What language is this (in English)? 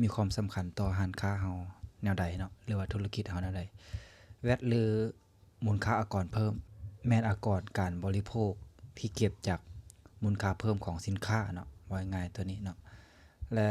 Lao